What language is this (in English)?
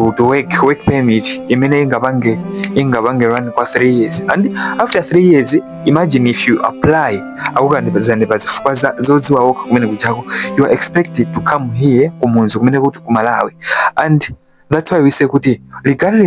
Nyanja